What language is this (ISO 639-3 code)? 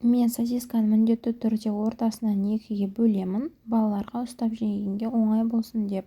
kaz